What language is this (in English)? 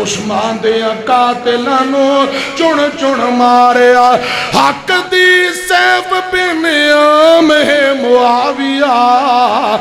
Urdu